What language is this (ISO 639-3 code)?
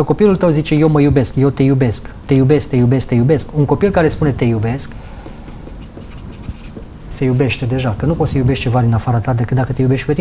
ron